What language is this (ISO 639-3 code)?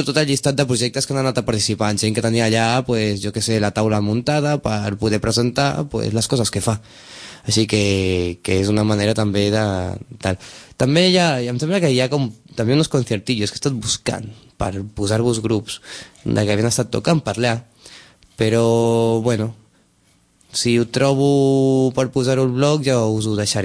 cat